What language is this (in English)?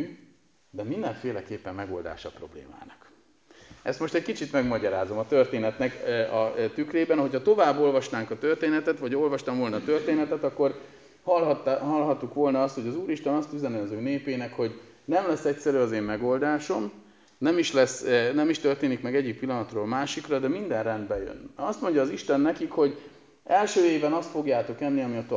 Hungarian